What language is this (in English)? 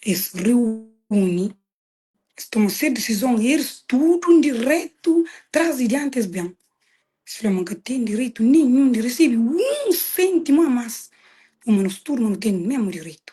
Kabuverdianu